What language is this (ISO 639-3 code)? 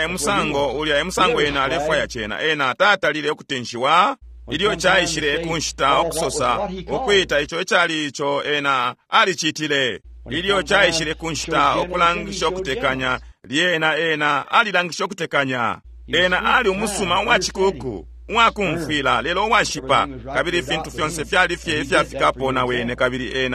bem